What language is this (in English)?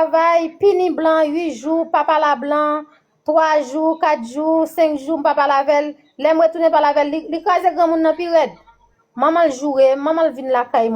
Haitian Creole